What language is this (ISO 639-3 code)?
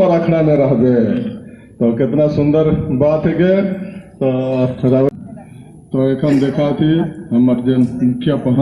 sck